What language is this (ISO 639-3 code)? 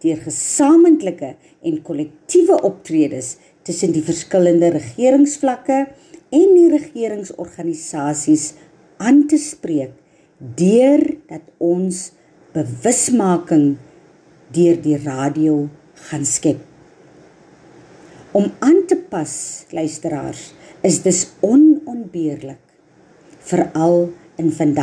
afr